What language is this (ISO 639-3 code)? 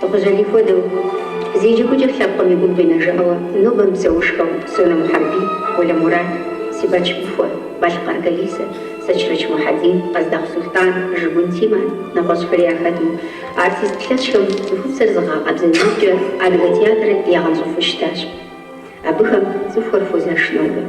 kbd